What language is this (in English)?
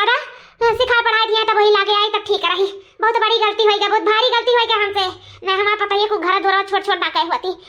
Awadhi